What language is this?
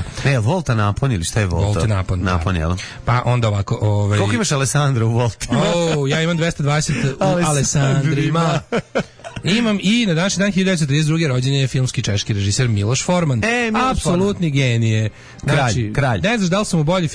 Serbian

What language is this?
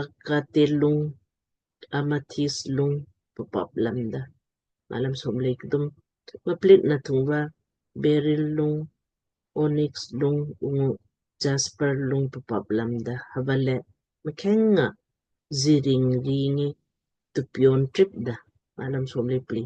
Lamkang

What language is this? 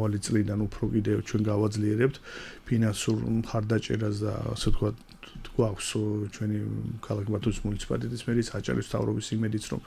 Georgian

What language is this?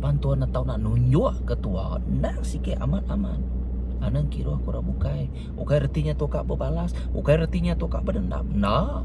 Iban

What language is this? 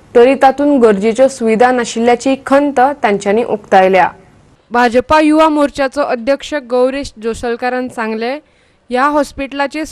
Konkani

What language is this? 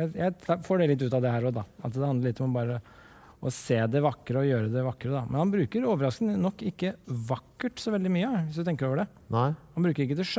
Norwegian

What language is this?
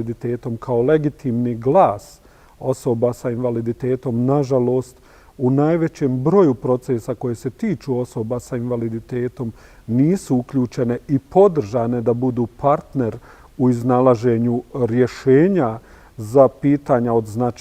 Bosnian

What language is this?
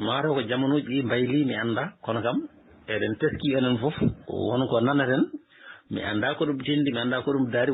Fula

